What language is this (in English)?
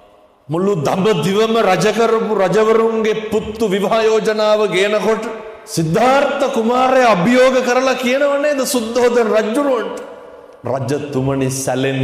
Sinhala